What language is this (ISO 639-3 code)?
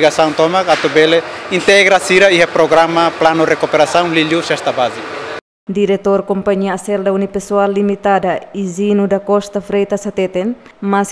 tet